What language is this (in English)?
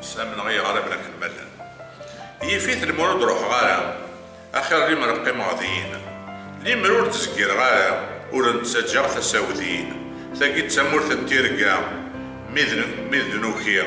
Kabyle